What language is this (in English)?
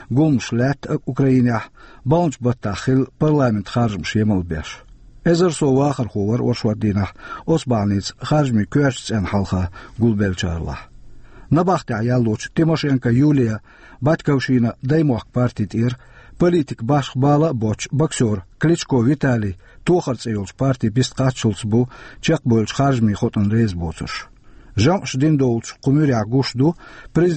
Chechen